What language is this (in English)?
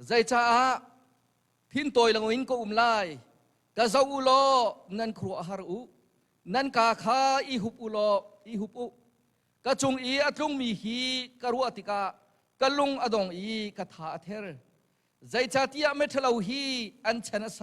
Hakha Chin